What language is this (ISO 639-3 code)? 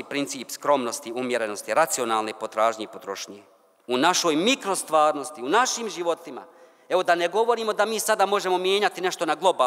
bos